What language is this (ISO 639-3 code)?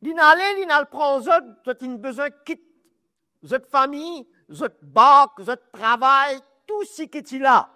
mfe